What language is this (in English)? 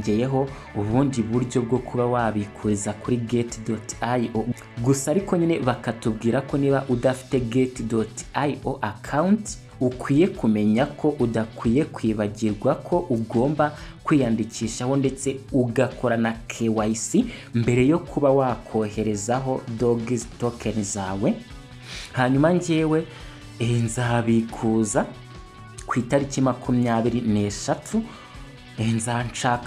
Kinyarwanda